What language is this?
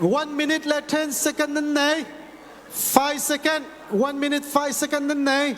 Hakha Chin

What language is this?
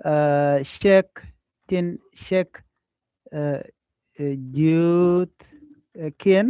Nuer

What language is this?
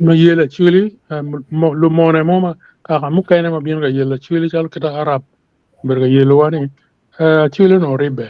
Acoli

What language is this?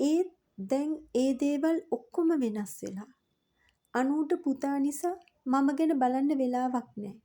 Sinhala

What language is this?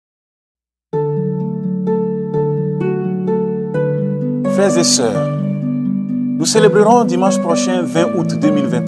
French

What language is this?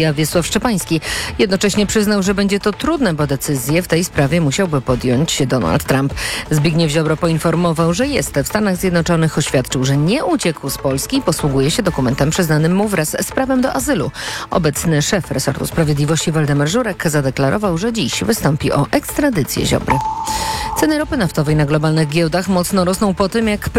Polish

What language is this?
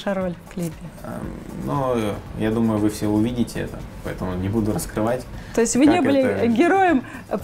Russian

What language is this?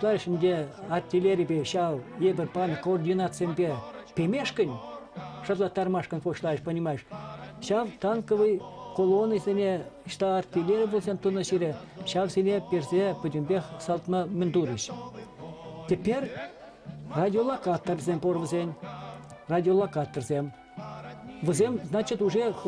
Chuvash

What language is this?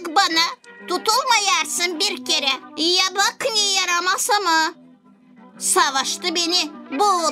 Gagauz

